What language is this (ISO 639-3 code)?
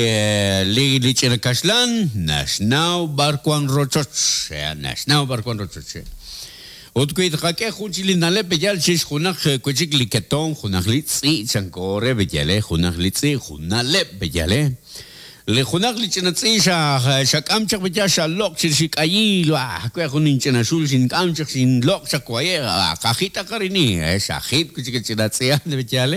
kek